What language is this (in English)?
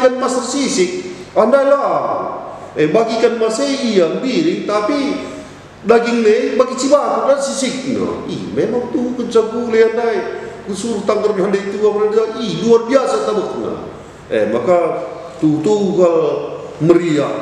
Batak Karo